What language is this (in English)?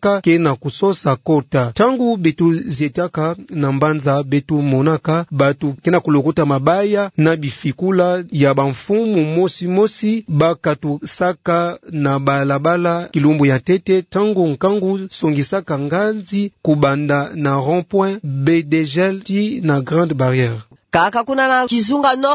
Kituba (Democratic Republic of Congo)